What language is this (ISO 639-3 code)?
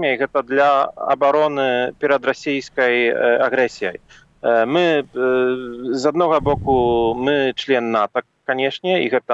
bel